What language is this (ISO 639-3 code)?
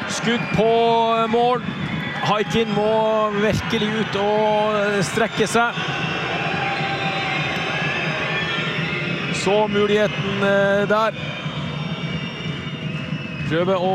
nor